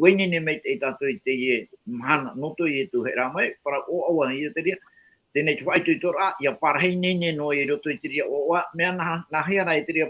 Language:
Tahitian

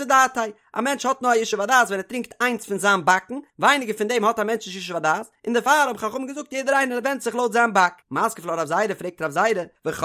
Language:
Yiddish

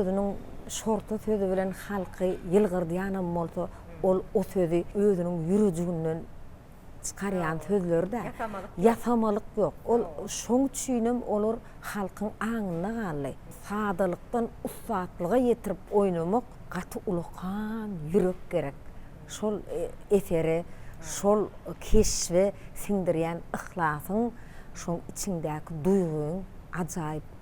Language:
Turkmen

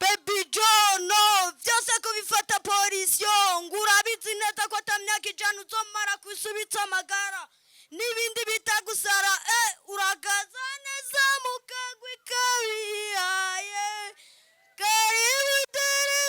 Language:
Rundi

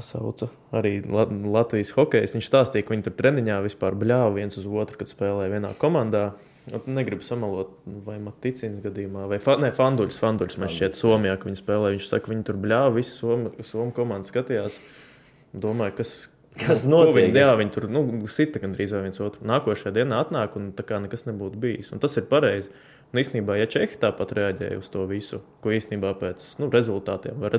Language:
Latvian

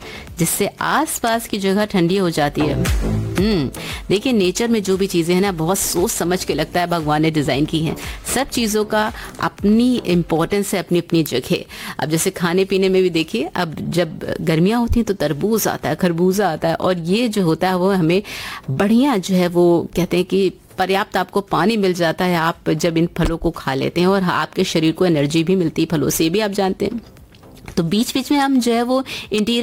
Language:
Hindi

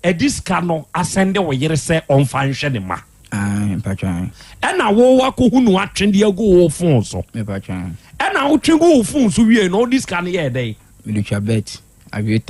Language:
Akan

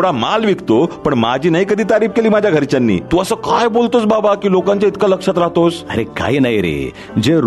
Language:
Marathi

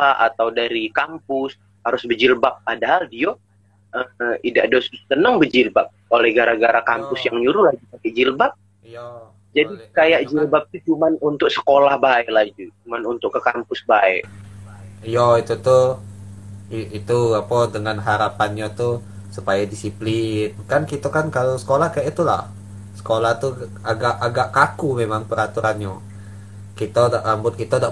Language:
Musi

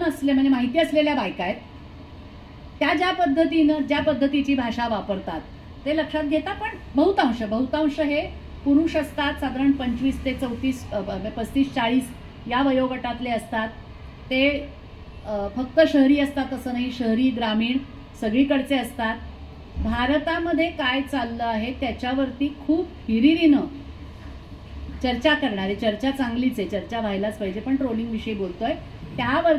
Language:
Marathi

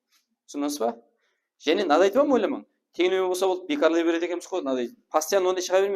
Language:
Kara-Kalpak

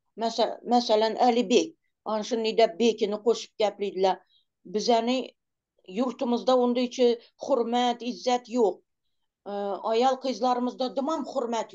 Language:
Turkmen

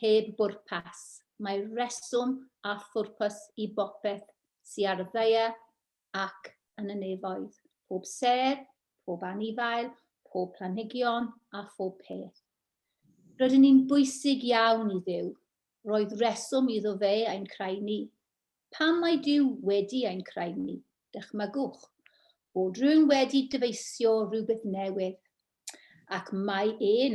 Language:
Welsh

